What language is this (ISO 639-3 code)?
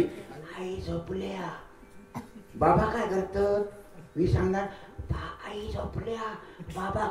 mar